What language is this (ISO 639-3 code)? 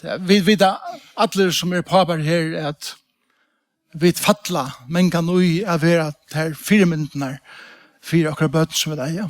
fao